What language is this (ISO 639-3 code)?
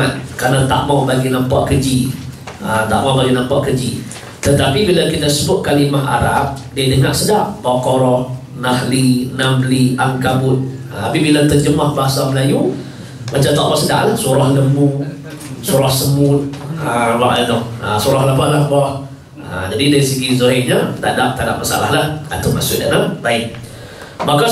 msa